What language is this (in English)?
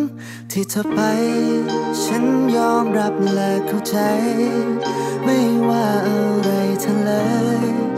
Thai